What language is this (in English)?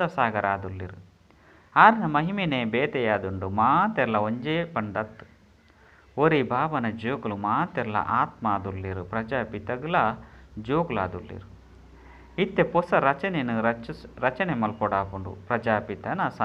Tulu